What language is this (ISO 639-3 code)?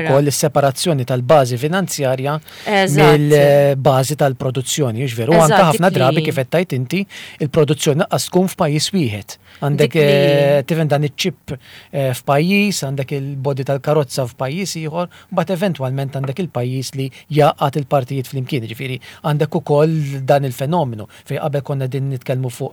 mlt